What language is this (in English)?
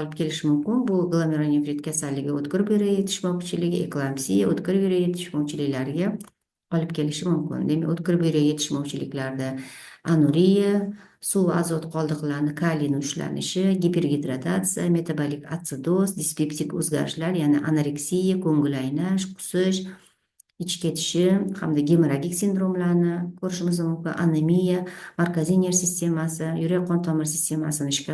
Uzbek